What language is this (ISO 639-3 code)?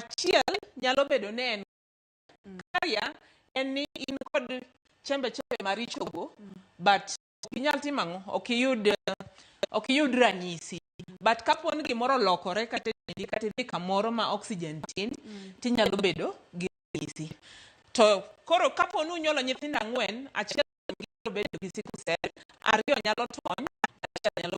luo